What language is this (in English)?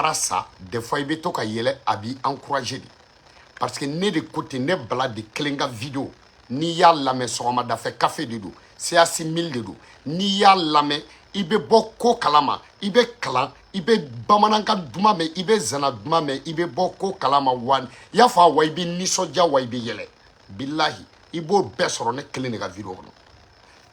Bambara